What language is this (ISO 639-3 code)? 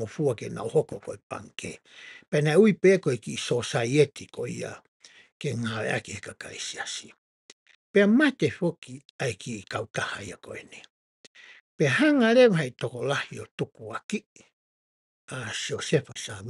ton